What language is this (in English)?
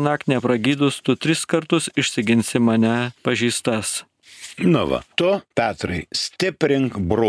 Lithuanian